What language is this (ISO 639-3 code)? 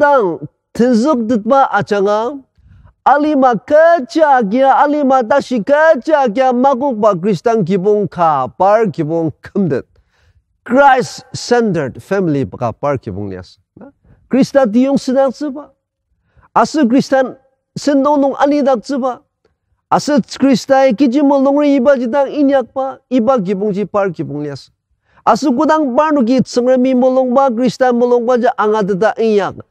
njo